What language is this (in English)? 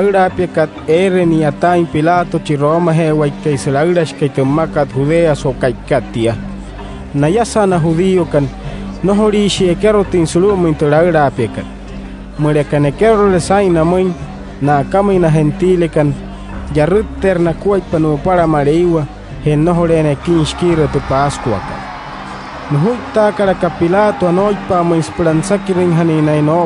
Wayuu